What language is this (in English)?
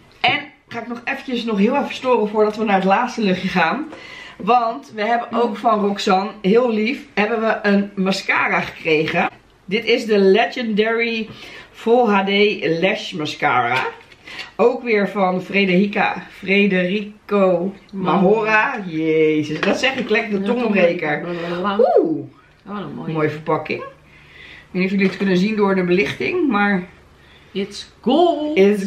Dutch